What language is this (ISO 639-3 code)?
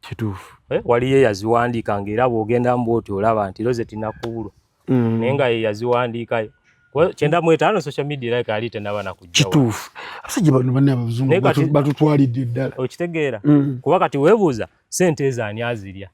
lug